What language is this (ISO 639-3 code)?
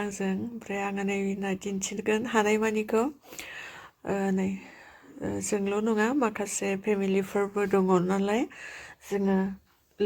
brx